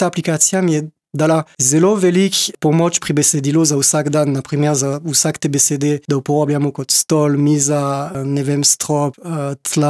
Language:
Slovenian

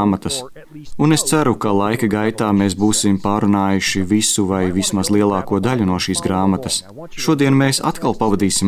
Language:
Latvian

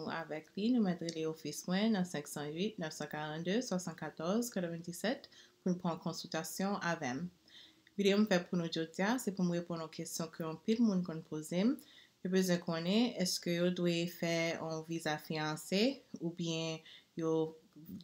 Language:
Haitian Creole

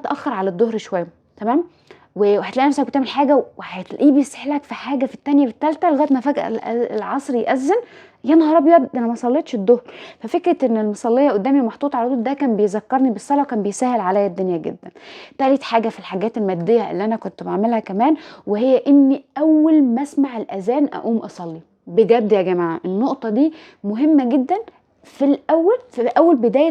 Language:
Egyptian Arabic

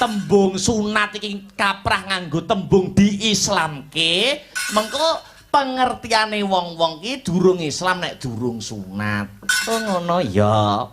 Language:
Javanese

